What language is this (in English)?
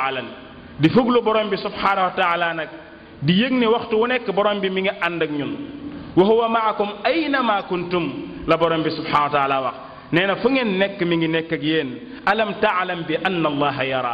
Wolof